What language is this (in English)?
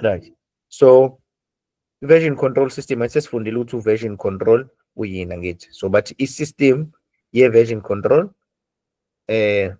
Zulu